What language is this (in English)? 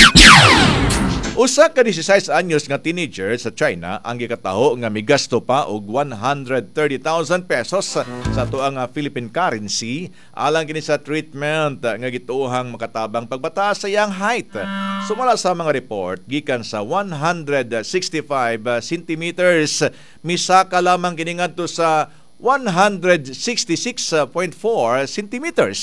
Cebuano